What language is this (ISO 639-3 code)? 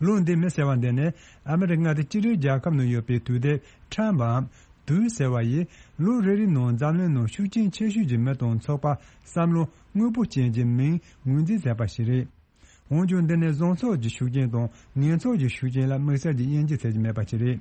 bod